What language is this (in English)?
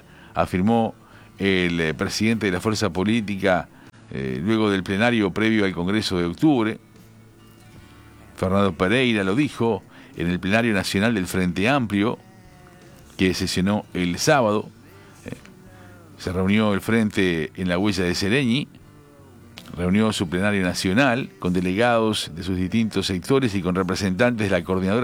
Spanish